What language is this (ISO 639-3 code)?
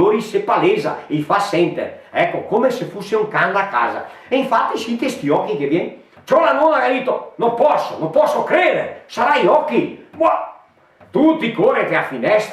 vec